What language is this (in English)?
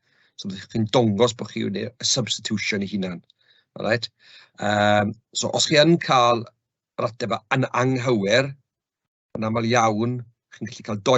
Welsh